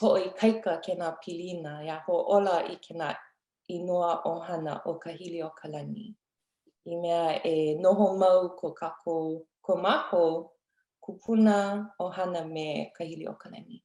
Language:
Hawaiian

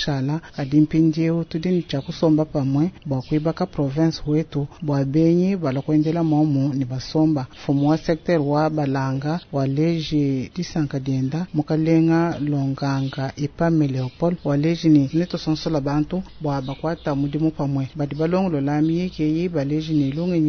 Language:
Luba-Lulua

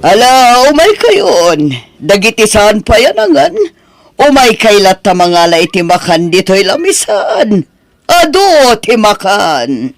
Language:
Iloko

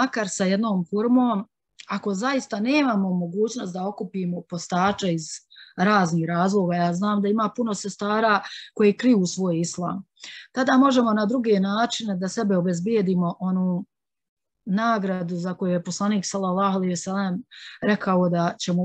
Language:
Bosnian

